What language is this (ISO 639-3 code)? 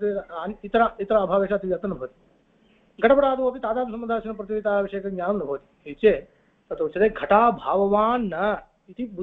san